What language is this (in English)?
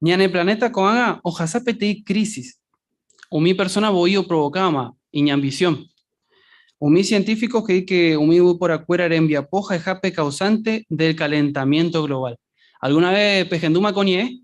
Guarani